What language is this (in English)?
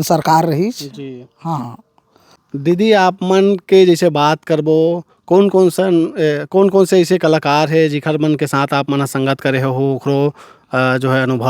Chhattisgarhi